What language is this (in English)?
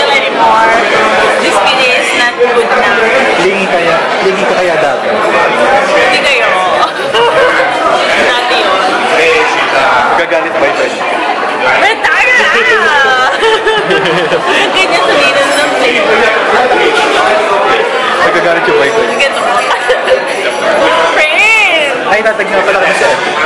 Filipino